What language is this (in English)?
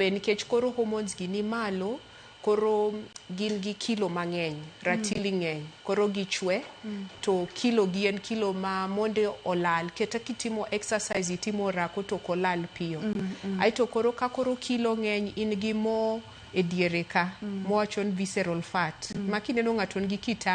Luo (Kenya and Tanzania)